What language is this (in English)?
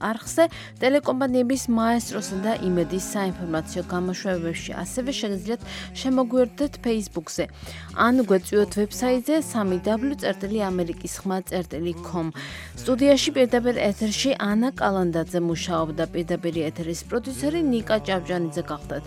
Georgian